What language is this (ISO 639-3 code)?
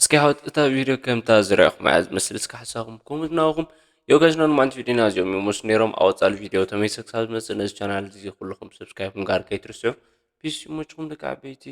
tir